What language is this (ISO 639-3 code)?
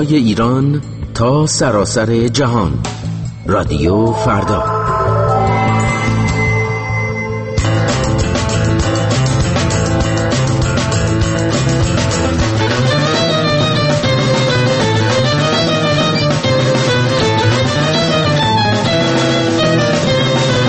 fas